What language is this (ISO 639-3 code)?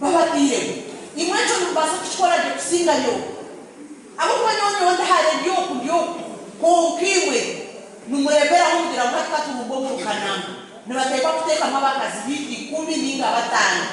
nyn